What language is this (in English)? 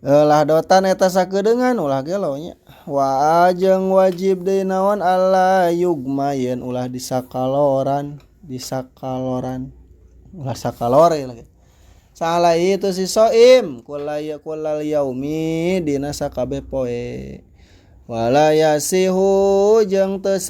Sundanese